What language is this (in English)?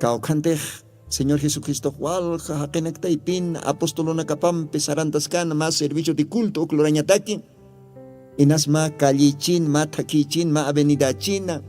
Aymara